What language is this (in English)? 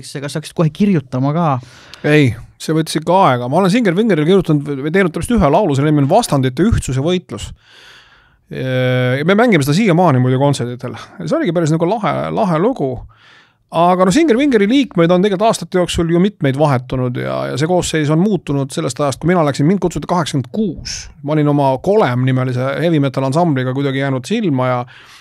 Estonian